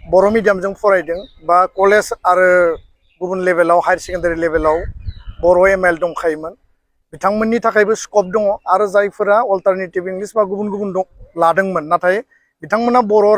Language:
Bodo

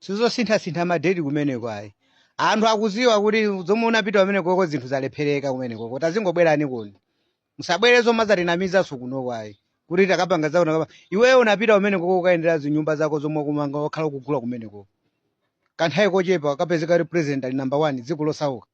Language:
Nyanja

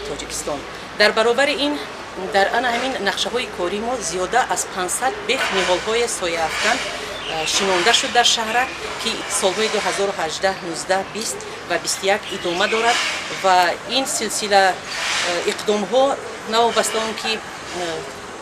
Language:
Tajik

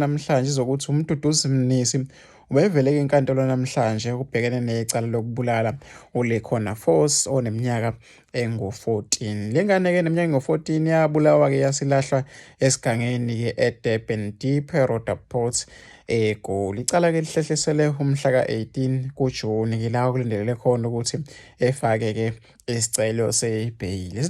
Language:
Zulu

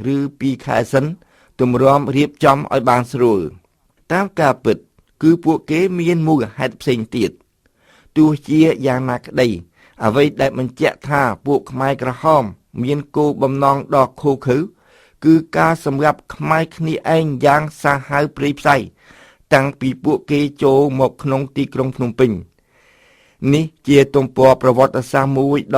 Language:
Khmer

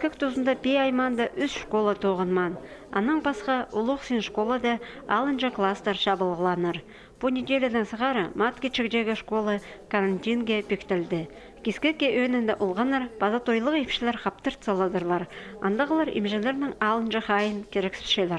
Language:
Khakas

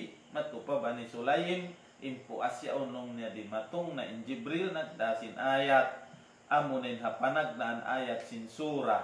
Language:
Tausug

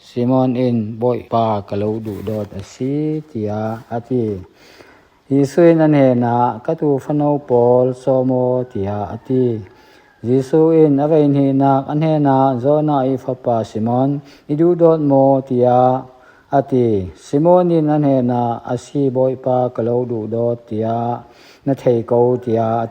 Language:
Falam Chin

